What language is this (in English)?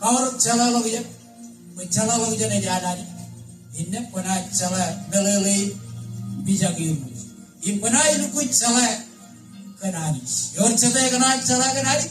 Marshallese